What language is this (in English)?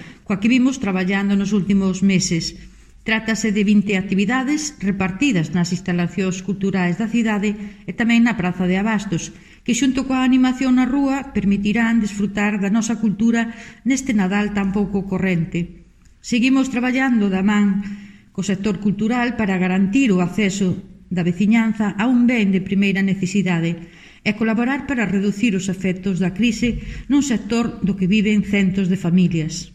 Galician